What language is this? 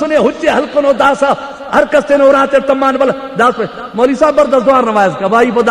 Brahui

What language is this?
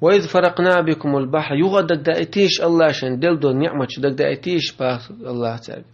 Chechen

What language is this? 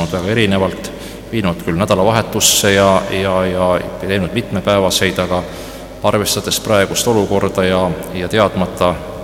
Estonian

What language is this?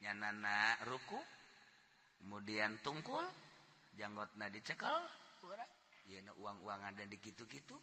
Sundanese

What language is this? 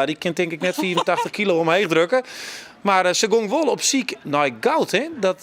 Western Frisian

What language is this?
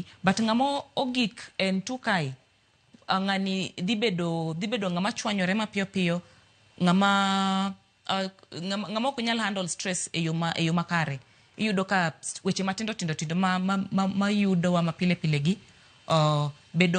Luo (Kenya and Tanzania)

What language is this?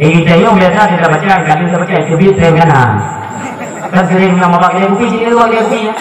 Achinese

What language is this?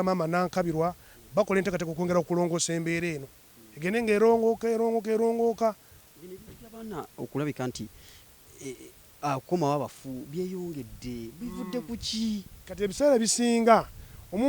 Ganda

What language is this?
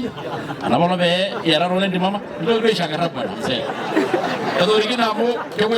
Masai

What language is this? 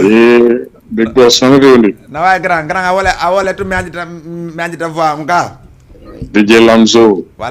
Fula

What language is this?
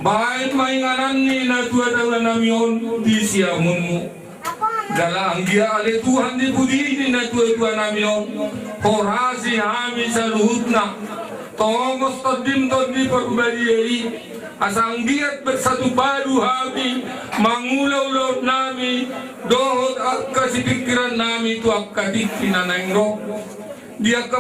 Batak Toba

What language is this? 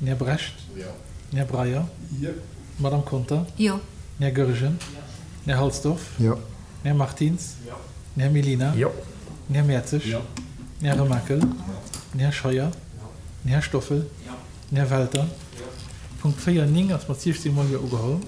Luxembourgish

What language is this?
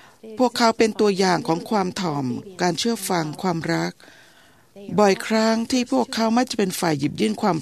Thai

